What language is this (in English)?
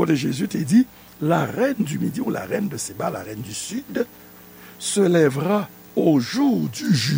Haitian Creole